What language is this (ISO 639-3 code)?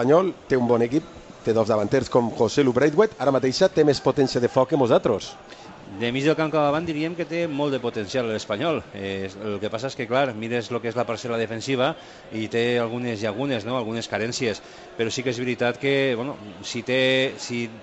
cat